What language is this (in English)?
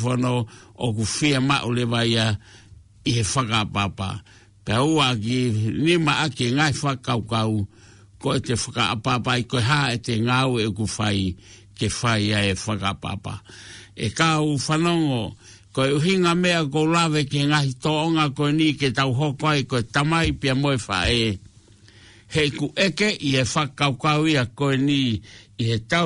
Tongan